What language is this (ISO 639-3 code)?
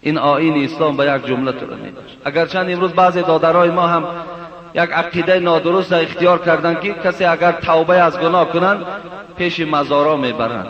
fas